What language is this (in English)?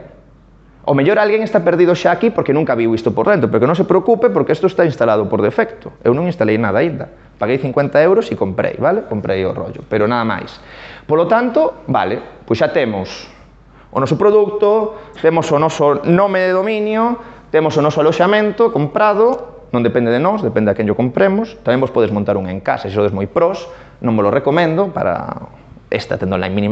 Galician